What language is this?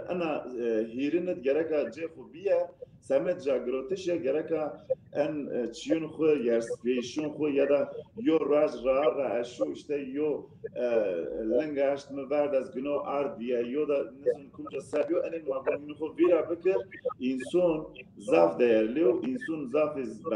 Zaza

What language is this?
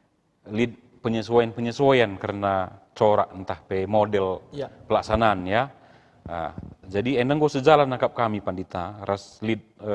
Batak Karo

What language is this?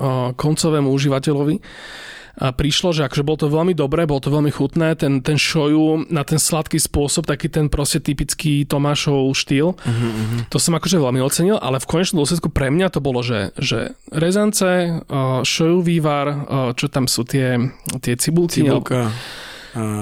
Slovak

